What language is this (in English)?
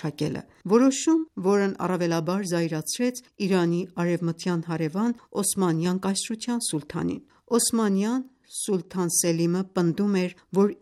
Armenian